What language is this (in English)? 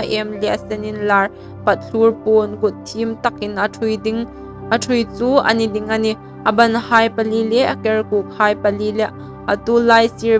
Hmar